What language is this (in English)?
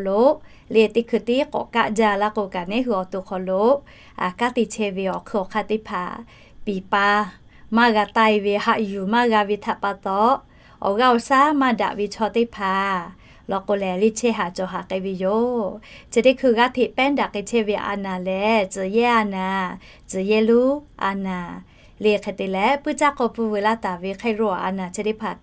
Lahu